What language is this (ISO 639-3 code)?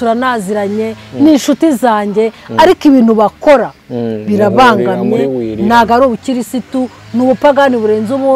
kin